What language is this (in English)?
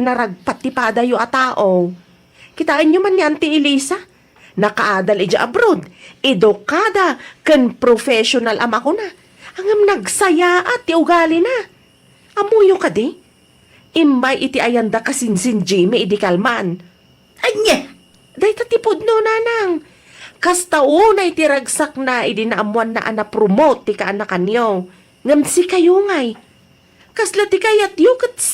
Iloko